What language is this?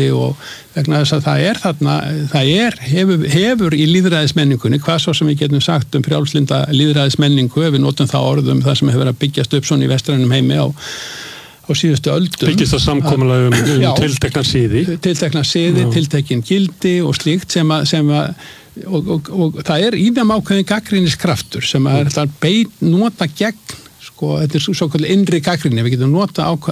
Icelandic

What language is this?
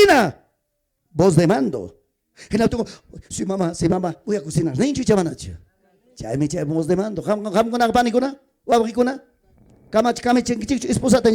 Ayacucho Quechua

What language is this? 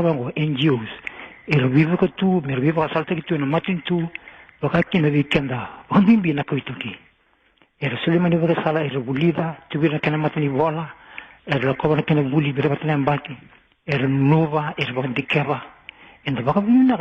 Fijian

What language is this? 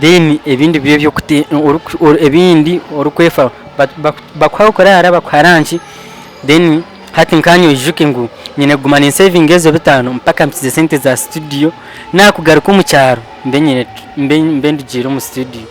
Nyankole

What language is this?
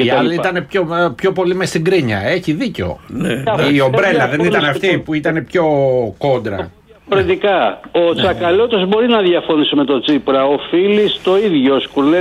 Greek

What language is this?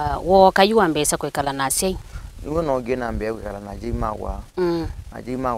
Kamba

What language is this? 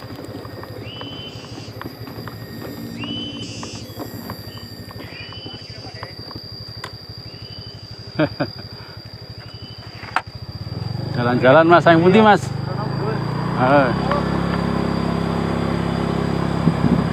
Indonesian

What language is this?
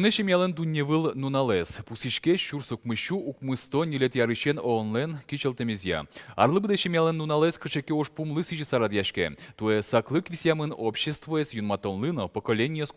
Udmurt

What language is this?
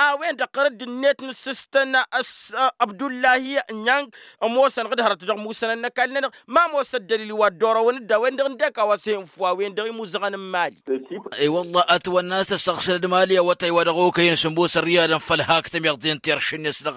Tamasheq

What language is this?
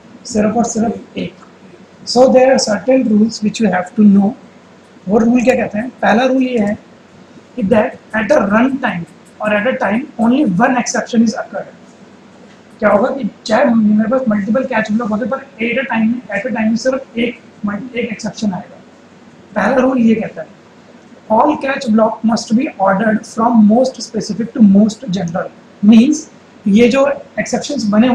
Hindi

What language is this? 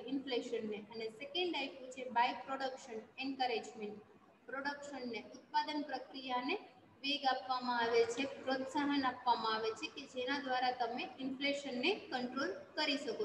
Gujarati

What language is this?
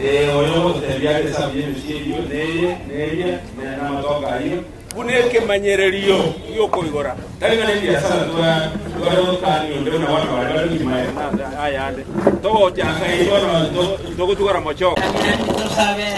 Gusii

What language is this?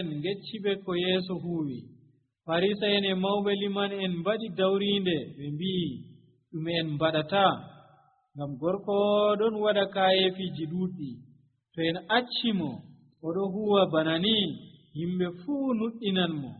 Nigerian Fulfulde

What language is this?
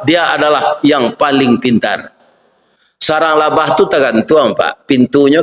Minangkabau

